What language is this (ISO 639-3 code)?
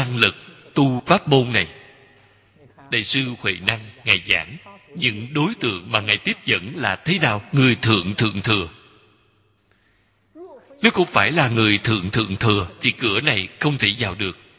vie